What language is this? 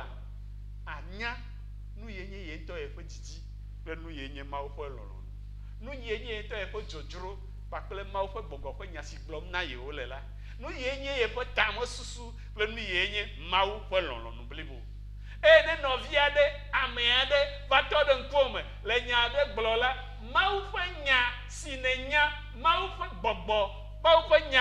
Ewe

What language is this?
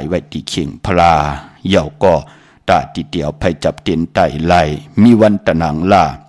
Shan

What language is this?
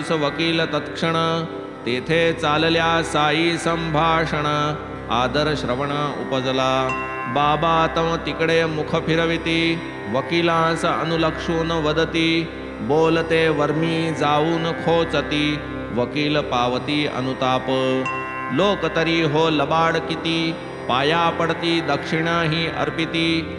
Marathi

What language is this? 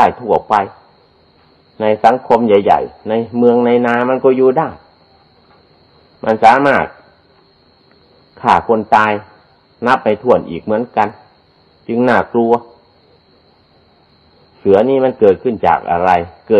Thai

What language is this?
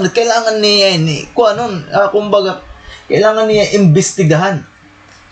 Waray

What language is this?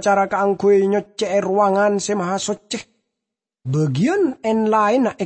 Madurese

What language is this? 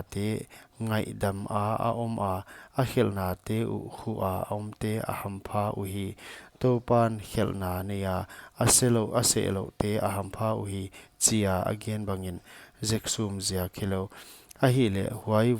Paite Chin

